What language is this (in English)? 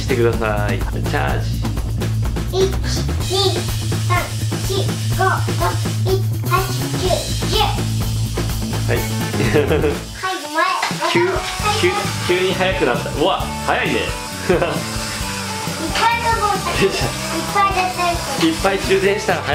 Japanese